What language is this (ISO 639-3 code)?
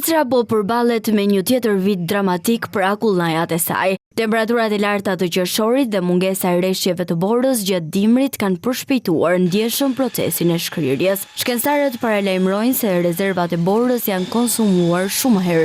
sqi